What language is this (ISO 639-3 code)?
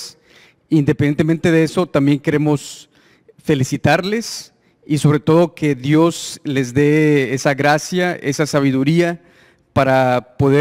spa